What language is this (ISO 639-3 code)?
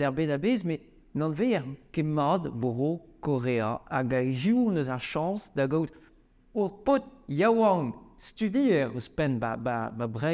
bre